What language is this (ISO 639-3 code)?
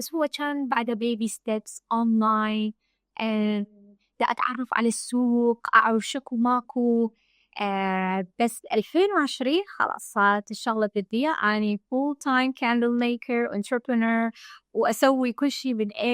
acm